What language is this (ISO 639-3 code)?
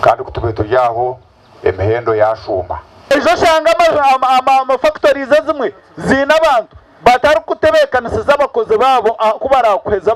nyn